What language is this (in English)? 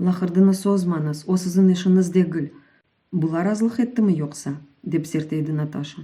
Crimean Tatar